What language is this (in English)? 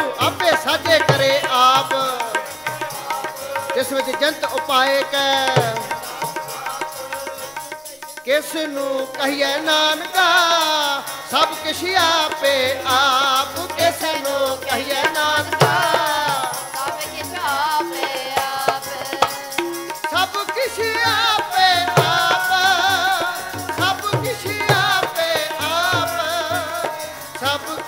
Punjabi